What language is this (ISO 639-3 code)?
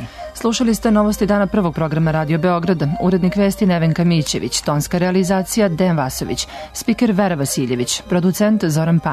srp